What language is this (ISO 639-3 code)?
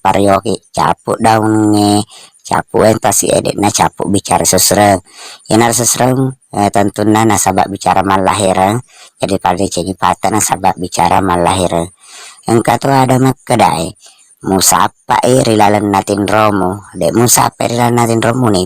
bug